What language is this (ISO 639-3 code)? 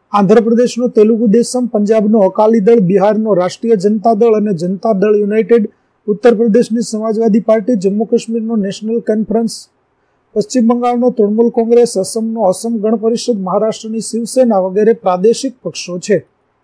guj